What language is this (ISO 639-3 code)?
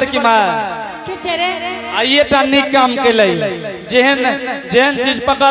anp